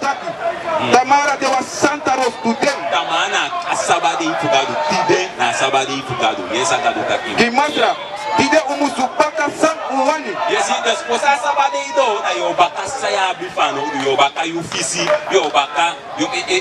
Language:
Sranan Tongo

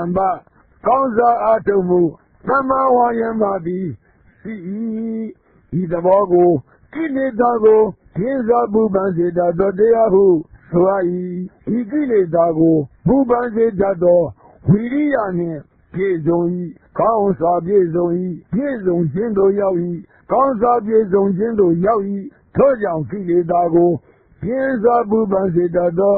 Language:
Burmese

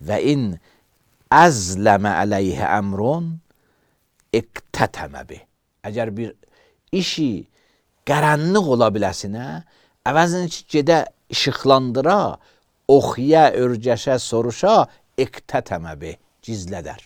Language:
Azerbaijani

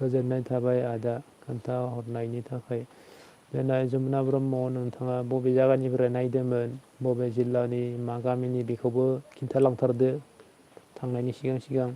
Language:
Bodo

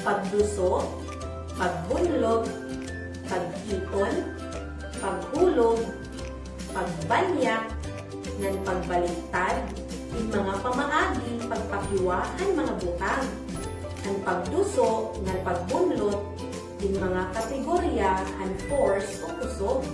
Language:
Waray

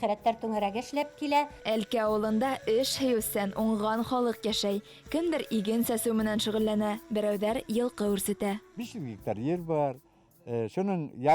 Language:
Bashkir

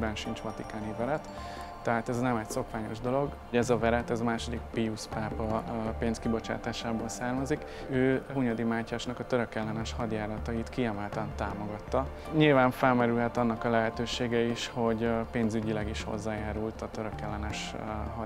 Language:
Hungarian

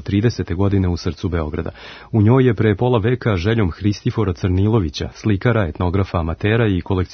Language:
Serbian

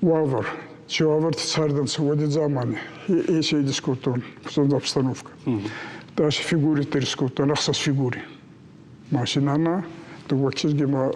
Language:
Ossetic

